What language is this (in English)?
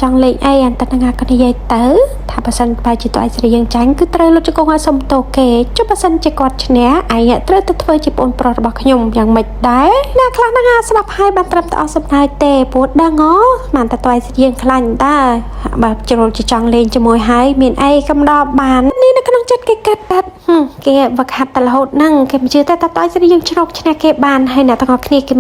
Khmer